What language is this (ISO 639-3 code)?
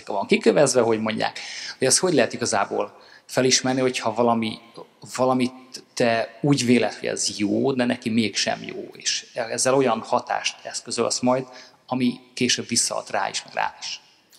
hun